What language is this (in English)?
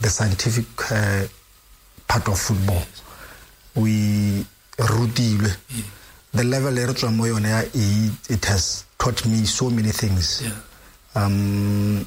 Tswana